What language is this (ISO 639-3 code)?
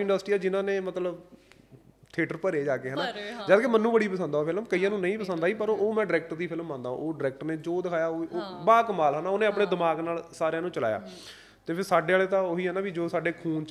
pan